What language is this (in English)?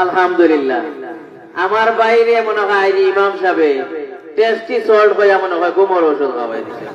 Sylheti